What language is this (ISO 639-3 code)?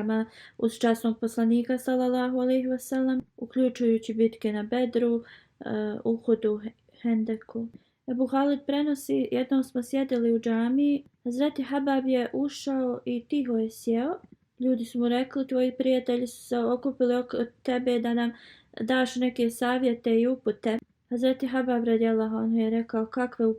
bos